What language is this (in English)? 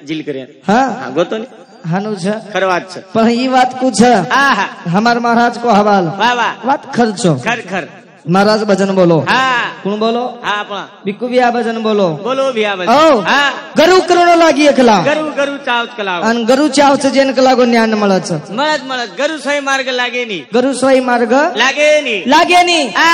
Lambadi